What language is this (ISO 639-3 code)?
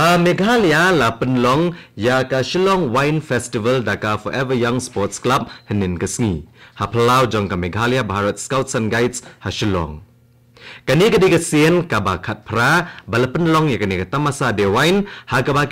kha